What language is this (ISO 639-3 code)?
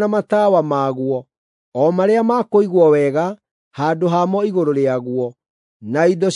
kik